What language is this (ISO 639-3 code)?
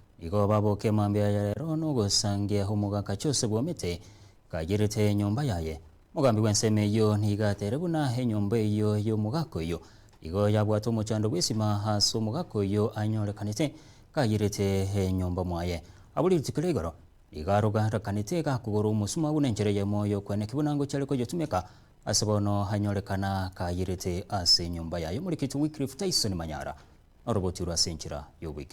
guz